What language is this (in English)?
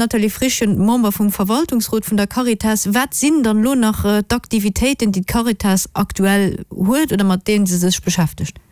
Luxembourgish